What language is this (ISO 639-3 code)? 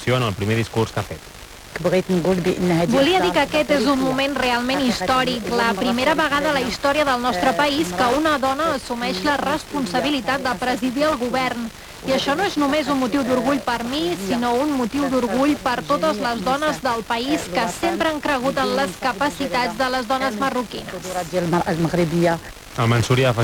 cat